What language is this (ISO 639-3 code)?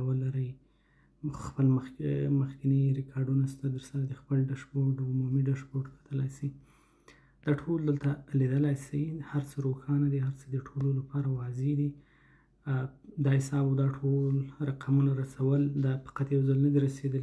pus